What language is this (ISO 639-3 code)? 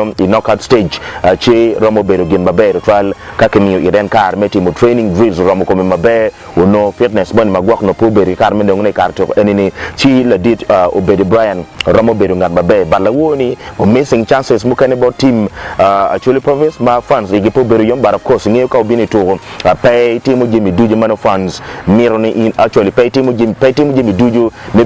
ach